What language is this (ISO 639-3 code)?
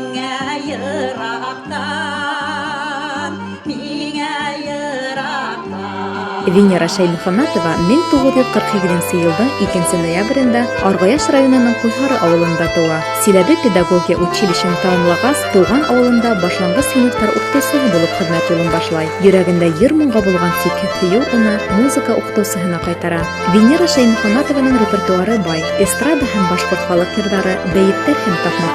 bak